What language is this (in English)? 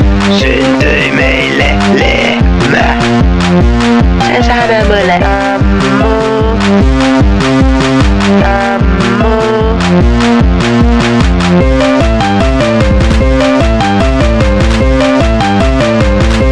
Finnish